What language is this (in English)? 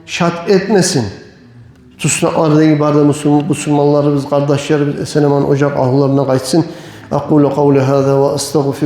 Kumyk